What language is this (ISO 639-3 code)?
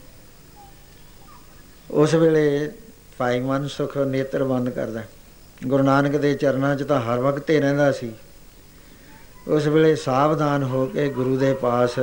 pan